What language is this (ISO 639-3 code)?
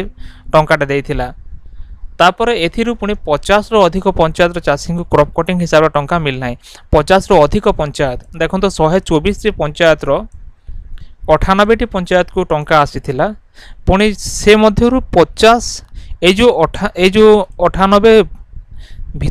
ori